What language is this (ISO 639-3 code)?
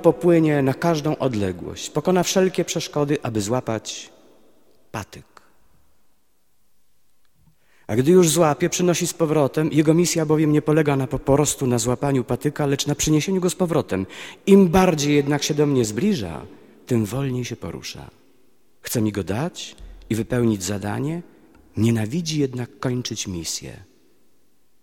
pol